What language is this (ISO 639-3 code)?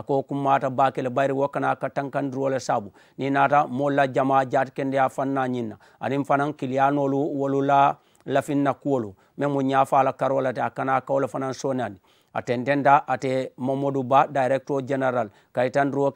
man